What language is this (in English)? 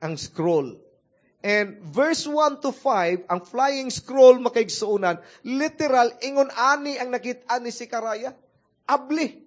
Cebuano